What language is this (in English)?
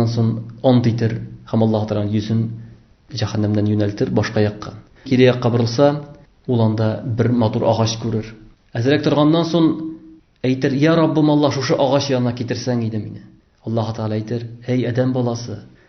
Tatar